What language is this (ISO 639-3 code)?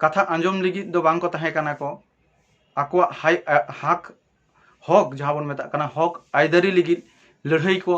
sat